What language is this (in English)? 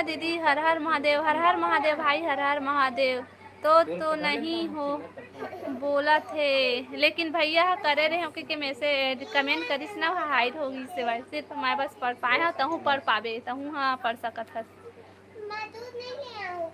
Chhattisgarhi